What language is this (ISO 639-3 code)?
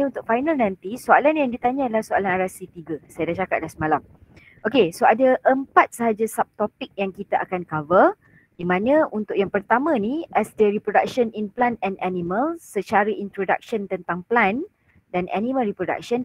msa